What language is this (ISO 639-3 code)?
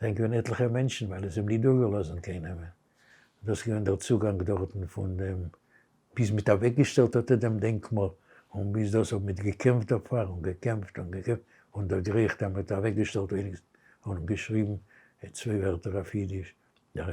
yid